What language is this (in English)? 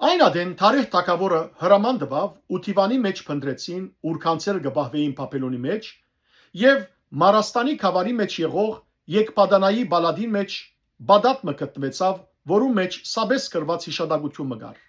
Western Armenian